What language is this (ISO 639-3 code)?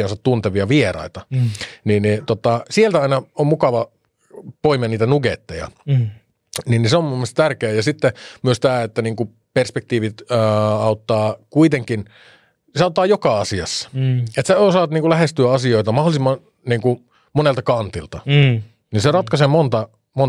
fin